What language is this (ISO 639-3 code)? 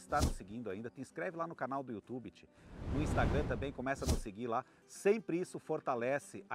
por